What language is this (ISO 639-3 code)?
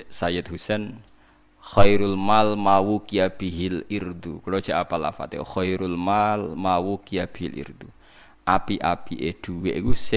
jav